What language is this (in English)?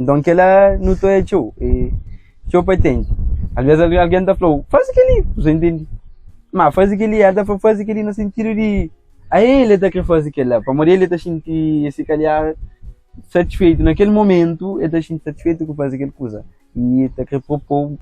Kabuverdianu